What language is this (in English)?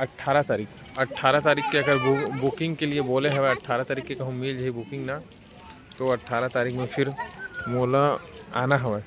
Chhattisgarhi